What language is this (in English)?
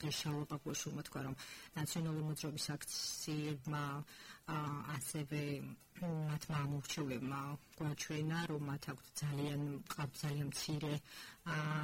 Georgian